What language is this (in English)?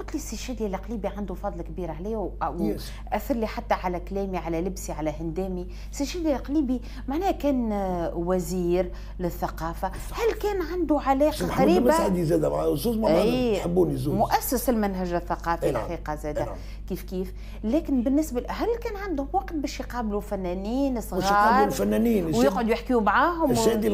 Tunisian Arabic